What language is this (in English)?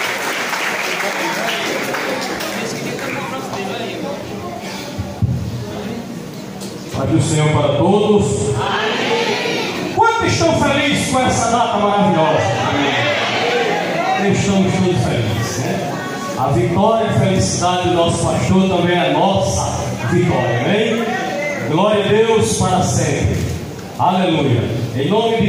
Portuguese